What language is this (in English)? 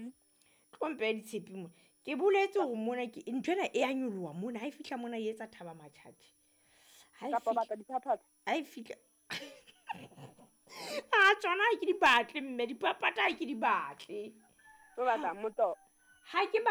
Southern Sotho